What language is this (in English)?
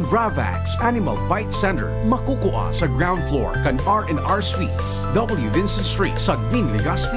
Bikol